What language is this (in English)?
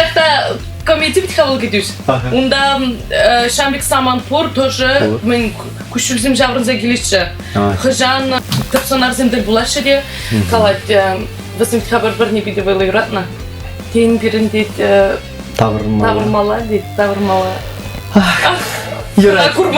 Chuvash